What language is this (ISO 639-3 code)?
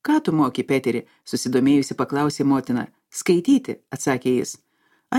lit